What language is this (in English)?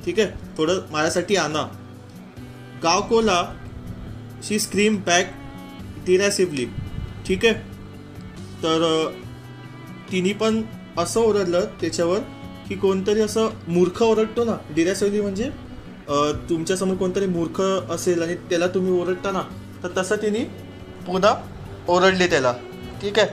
Marathi